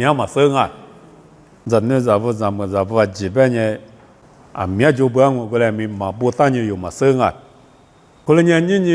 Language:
Lisu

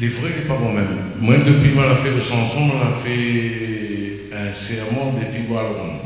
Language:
Réunion Creole French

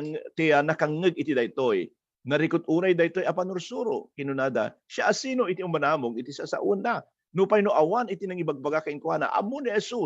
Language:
Iloko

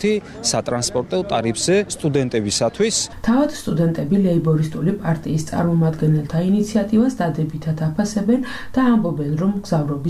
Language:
Georgian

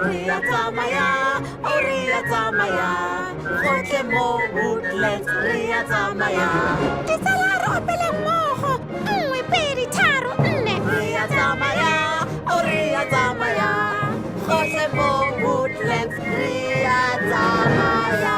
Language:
Tswana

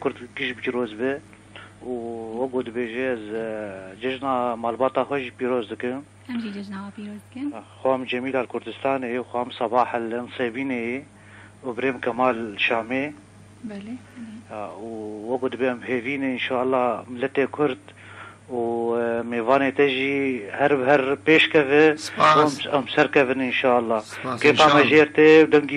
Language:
Kurdish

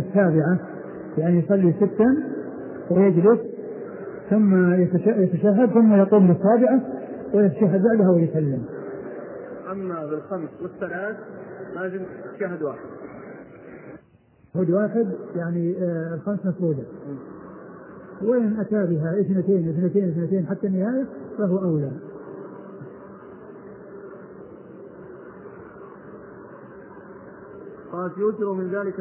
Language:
Arabic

